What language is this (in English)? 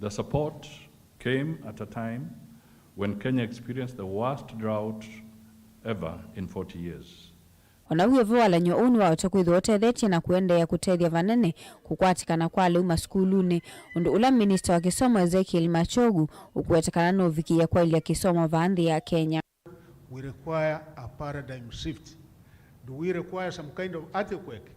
Kamba